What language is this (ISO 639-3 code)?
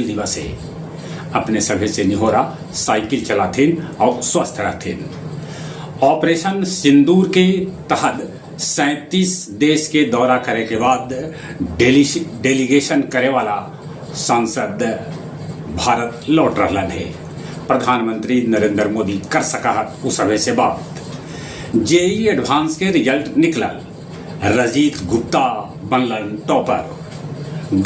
mag